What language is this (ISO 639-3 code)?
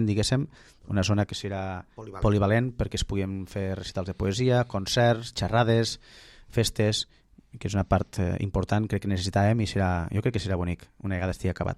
cat